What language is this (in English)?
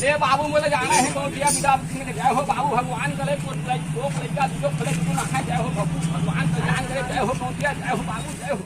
Chhattisgarhi